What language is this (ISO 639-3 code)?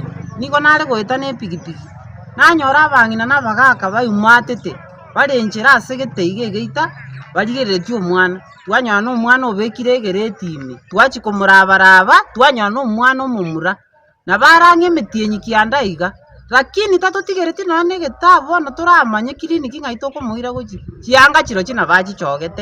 guz